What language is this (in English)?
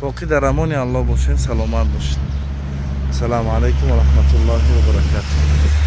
Tajik